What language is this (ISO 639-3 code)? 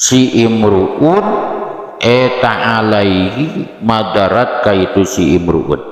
sun